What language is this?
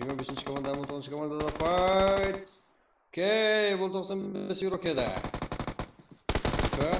Kara-Kalpak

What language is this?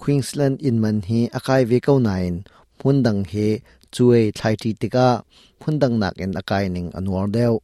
Hakha Chin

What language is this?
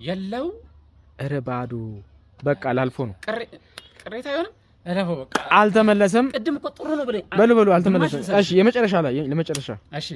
Amharic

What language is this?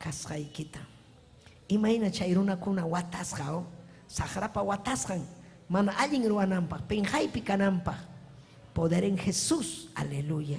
Ayacucho Quechua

